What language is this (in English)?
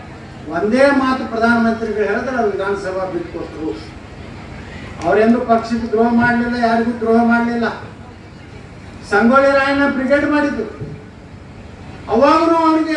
Kannada